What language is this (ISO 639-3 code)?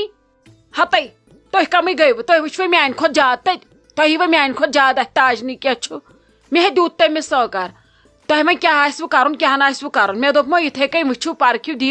kas